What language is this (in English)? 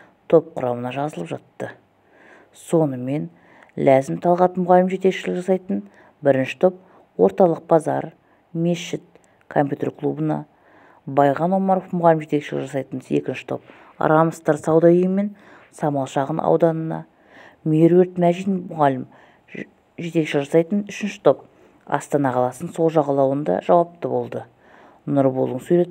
Kazakh